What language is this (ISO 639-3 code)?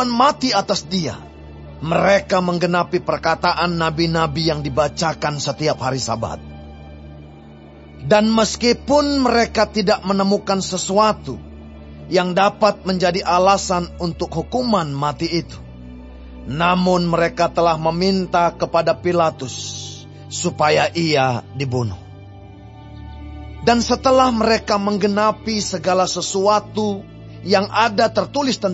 ind